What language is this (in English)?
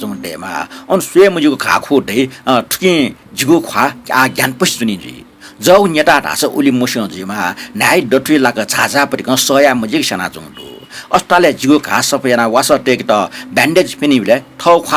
Newari